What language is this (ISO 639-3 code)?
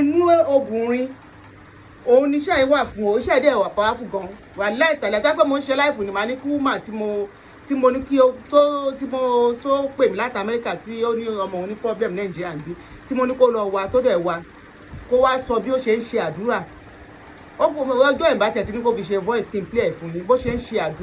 yor